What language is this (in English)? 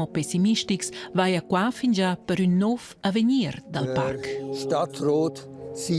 Romansh